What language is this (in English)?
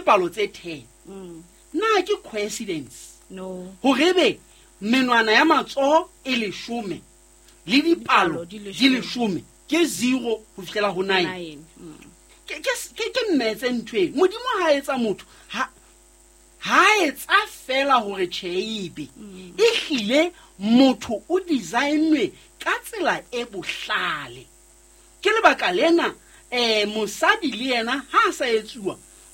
Southern Sotho